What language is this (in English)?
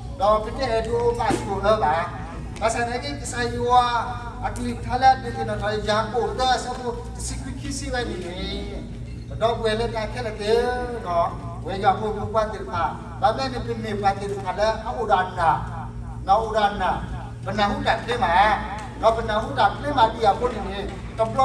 S'gaw Karen